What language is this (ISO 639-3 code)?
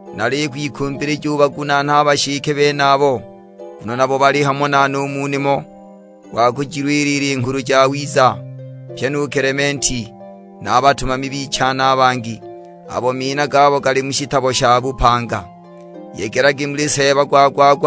suk